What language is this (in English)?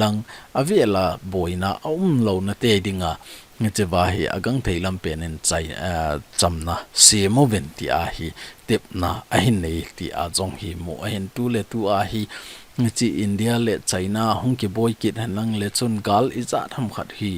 Thado Chin